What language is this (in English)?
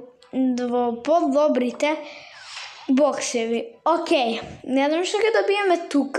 Macedonian